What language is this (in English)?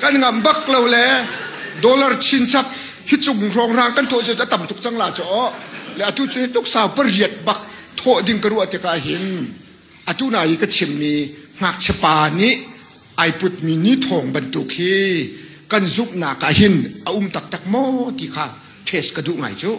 Hakha Chin